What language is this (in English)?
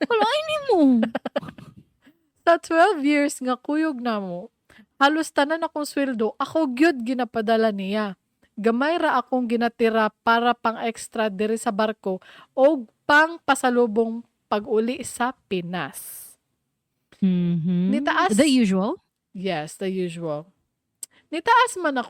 Cebuano